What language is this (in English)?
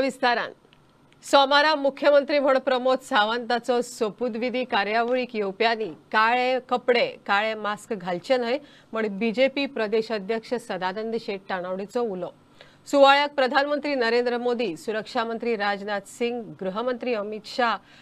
Konkani